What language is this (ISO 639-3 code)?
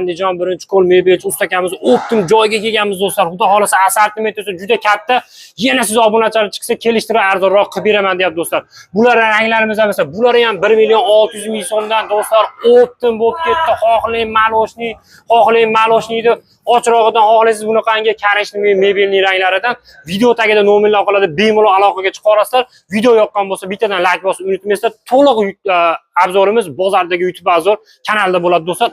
uzb